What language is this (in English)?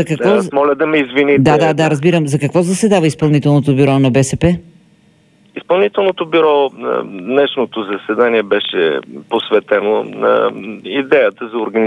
Bulgarian